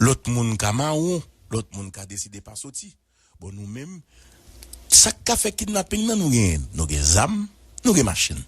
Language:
Haitian Creole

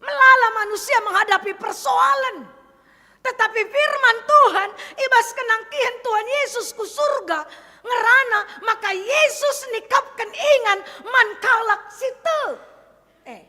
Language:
Batak Karo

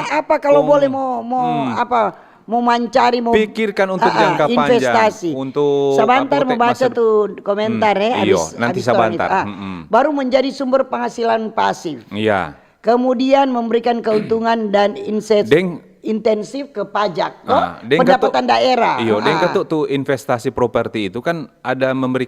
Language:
Manado Malay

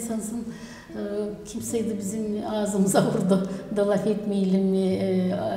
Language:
Gagauz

